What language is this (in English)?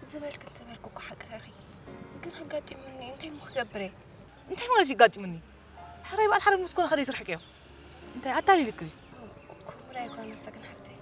Tigrinya